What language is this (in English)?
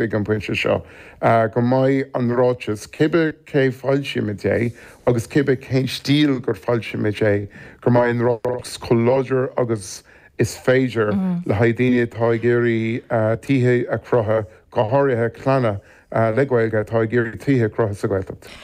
Irish